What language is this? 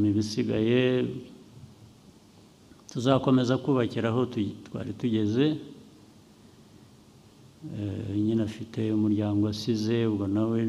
Kinyarwanda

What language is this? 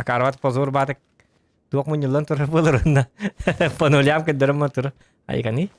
Yakut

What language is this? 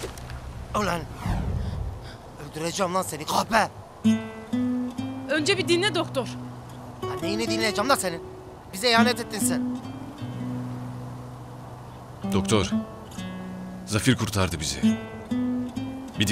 Turkish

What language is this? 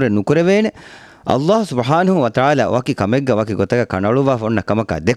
Divehi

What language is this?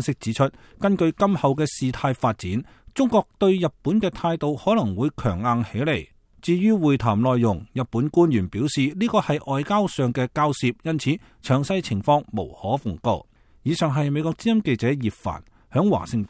Cantonese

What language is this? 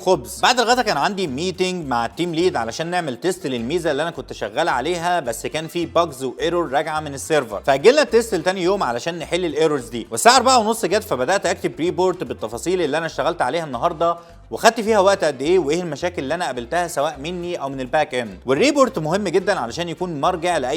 Egyptian Arabic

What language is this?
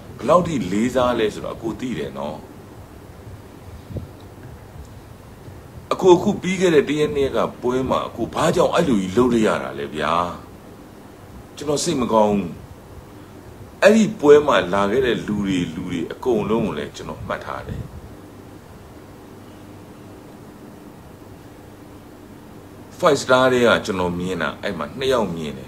Burmese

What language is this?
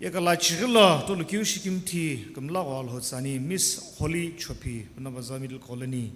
Sumi Naga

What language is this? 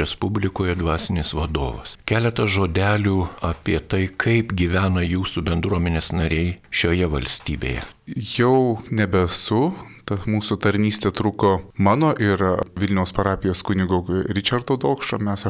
Lithuanian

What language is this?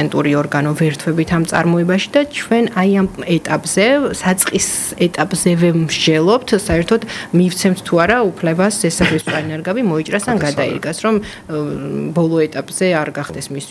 Georgian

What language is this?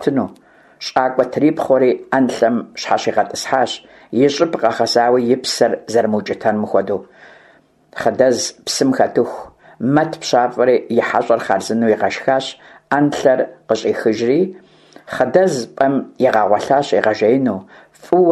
Kabardian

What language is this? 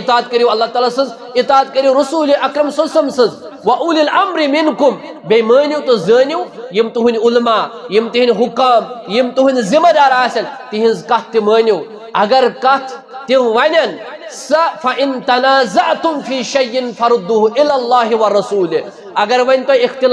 Kashmiri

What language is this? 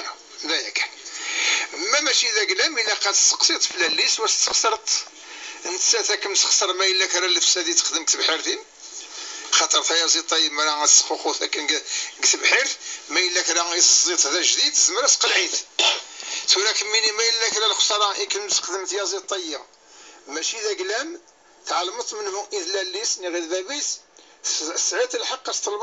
Kabyle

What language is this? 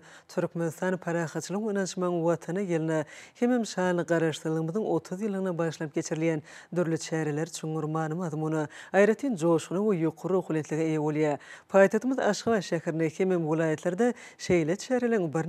Turkmen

